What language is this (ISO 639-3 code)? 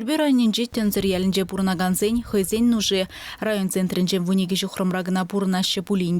chv